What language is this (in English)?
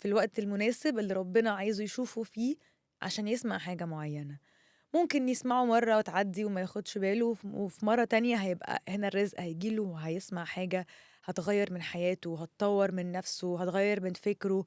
Egyptian Arabic